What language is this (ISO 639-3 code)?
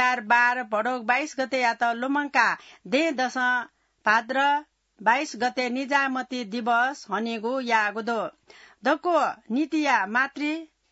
new